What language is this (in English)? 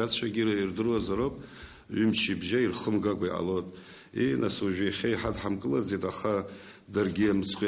Abkhazian